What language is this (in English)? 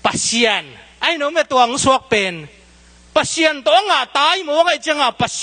Tedim Chin